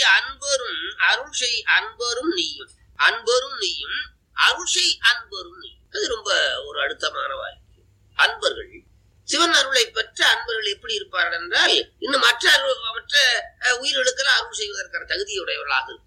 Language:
Tamil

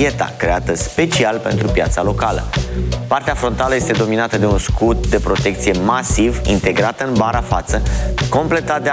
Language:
Romanian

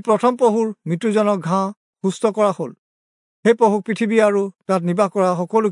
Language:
Assamese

